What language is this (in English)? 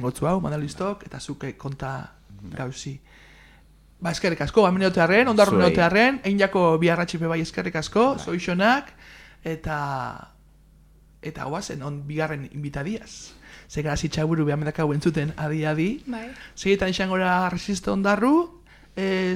Basque